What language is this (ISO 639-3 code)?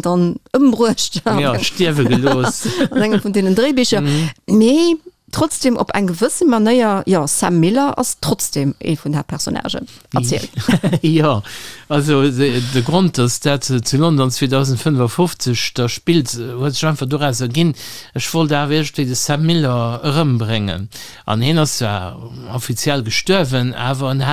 ltz